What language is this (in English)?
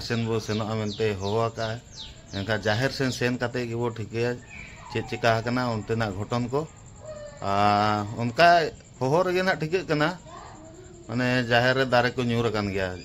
Santali